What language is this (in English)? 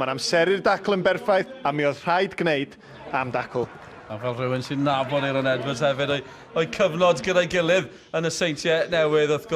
Welsh